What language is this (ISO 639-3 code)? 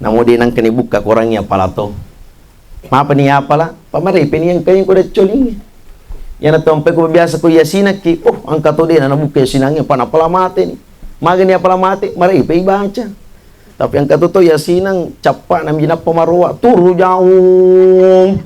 bug